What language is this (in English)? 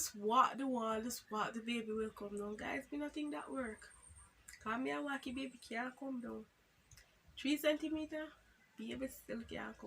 Jamaican Creole English